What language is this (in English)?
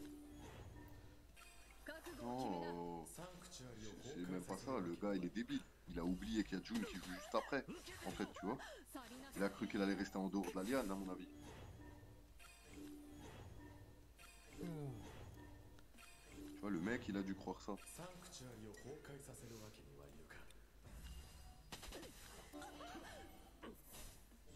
French